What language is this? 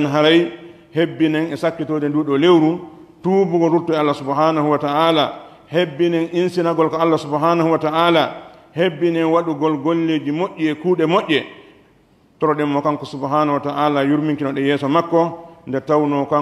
Pular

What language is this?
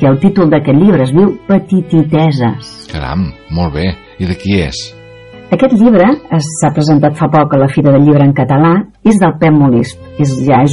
Catalan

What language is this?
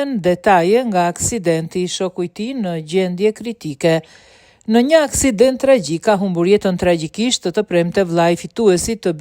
Albanian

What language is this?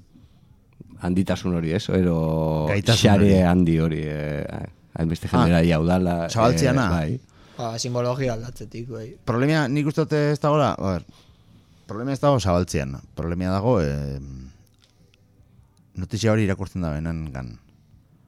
Basque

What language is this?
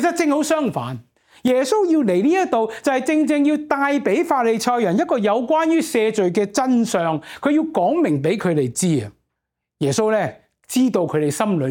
Cantonese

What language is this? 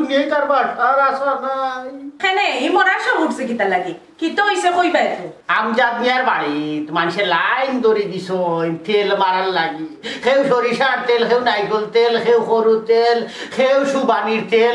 Sylheti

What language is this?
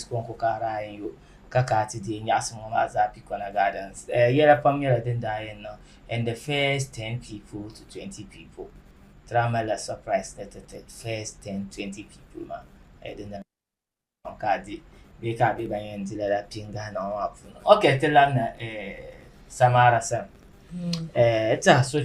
Dagbani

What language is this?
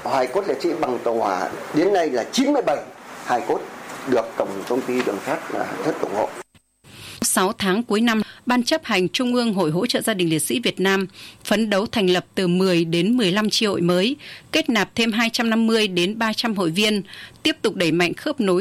Vietnamese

